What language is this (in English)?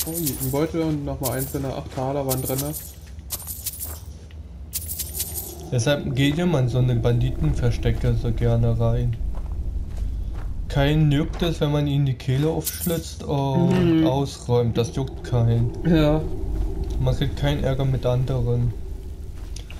German